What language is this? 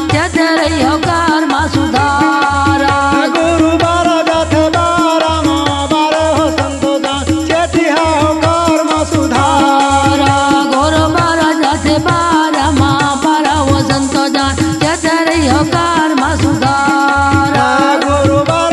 Chhattisgarhi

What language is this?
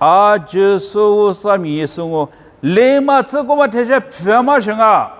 Lisu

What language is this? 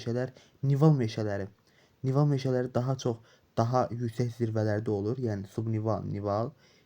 Azerbaijani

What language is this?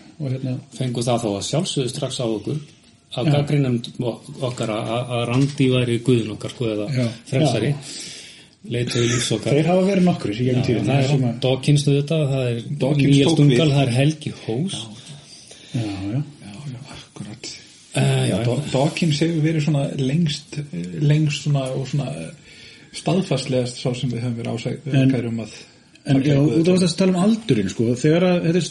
Icelandic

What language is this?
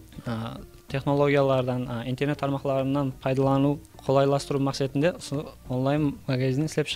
Kara-Kalpak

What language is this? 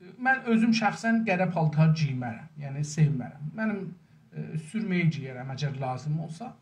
South Azerbaijani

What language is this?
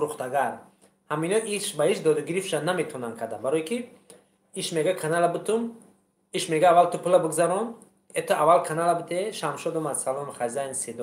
Tajik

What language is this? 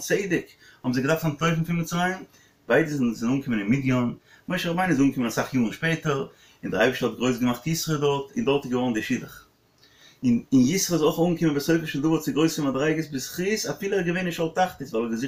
Yiddish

